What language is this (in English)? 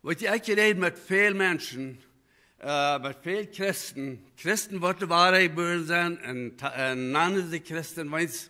Plautdietsch